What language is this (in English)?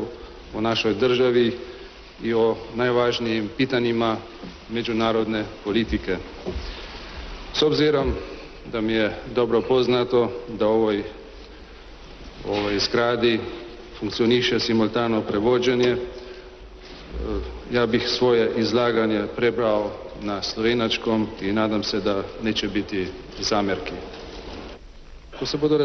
Serbian